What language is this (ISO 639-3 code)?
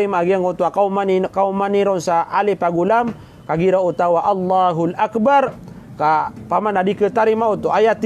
mrw